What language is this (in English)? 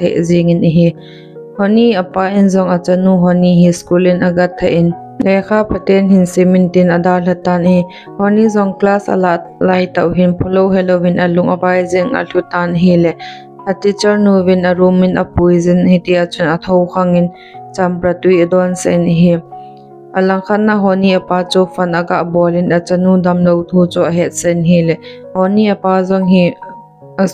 Thado Chin